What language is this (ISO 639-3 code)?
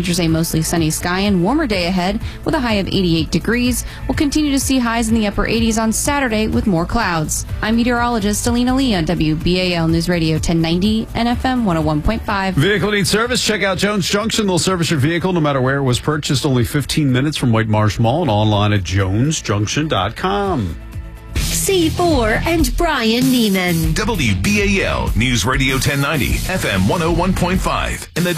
eng